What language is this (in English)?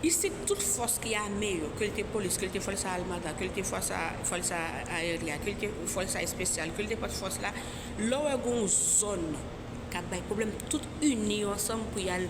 Haitian Creole